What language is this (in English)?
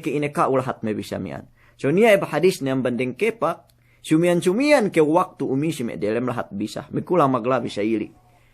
Yakan